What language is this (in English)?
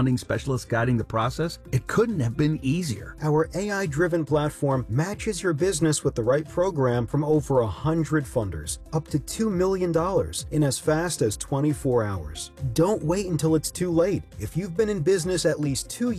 English